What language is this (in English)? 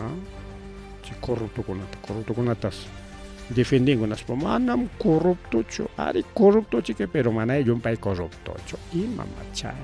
Ayacucho Quechua